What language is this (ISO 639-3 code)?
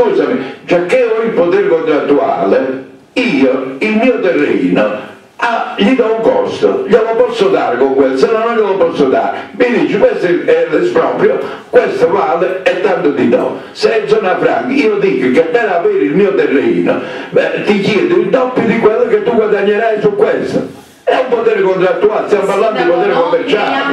ita